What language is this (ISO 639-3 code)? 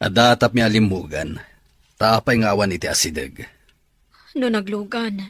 ilo